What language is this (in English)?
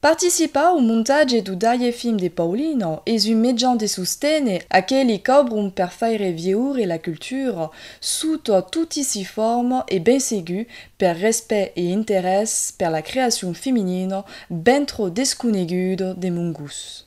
Occitan